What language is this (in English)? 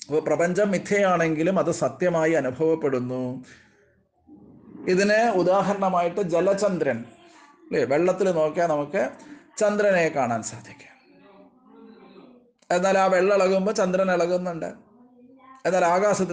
Malayalam